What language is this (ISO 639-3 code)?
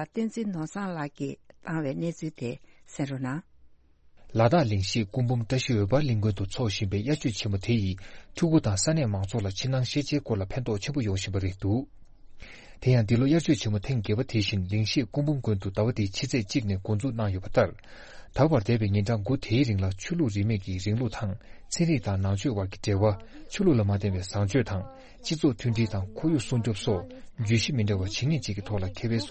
bod